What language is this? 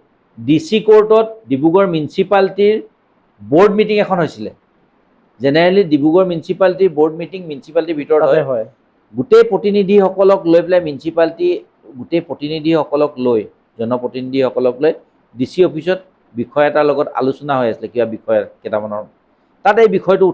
Assamese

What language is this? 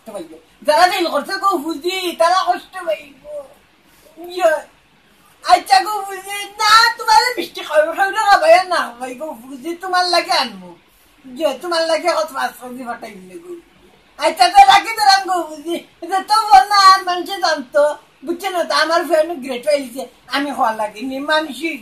Sylheti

